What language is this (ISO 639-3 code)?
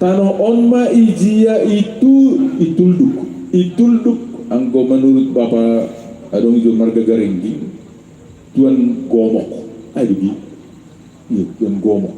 bts